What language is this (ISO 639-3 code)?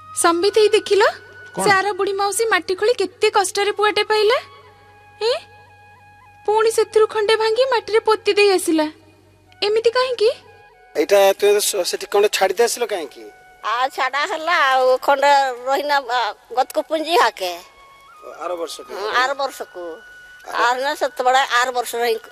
ori